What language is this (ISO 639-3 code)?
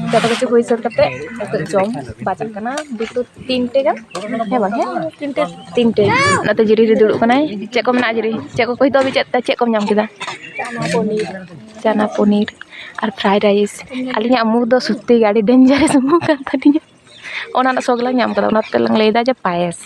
sat